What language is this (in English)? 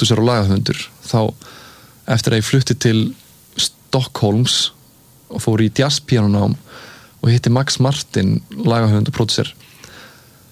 Icelandic